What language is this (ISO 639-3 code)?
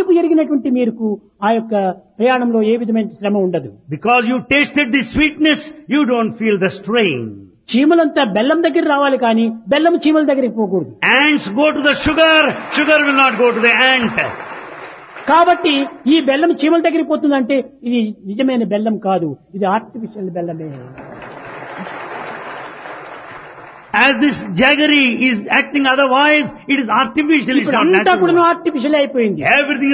tel